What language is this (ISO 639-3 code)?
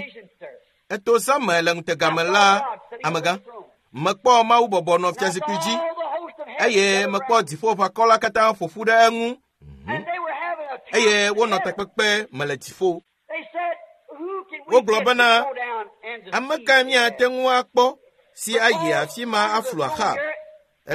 ewe